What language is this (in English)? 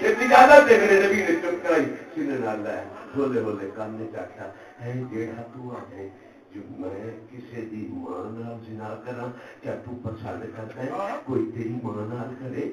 Saraiki